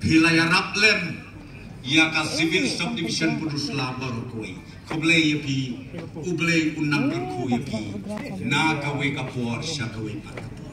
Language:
Khasi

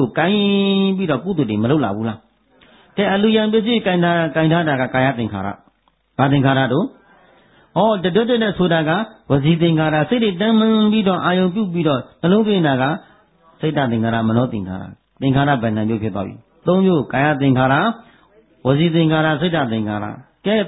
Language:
Burmese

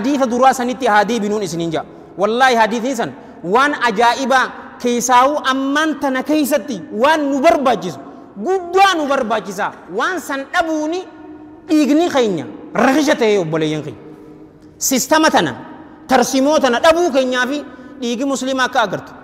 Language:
Oromo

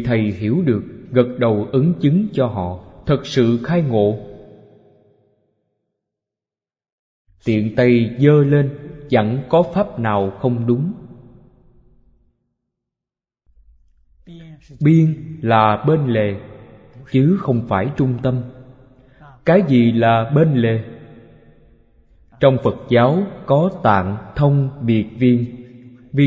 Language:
Vietnamese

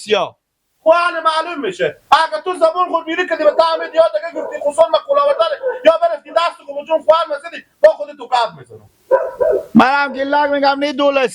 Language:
Persian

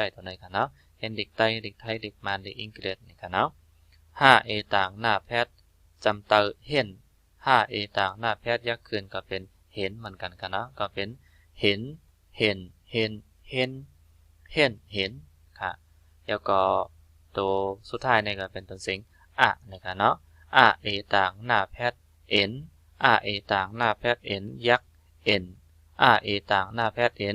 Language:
Shan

